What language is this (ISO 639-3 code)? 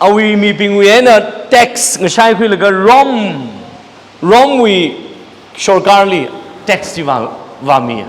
nmf